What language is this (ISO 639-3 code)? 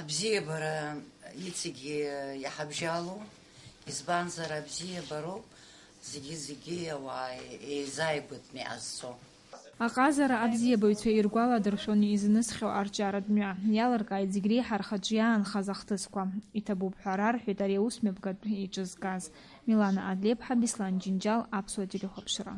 abk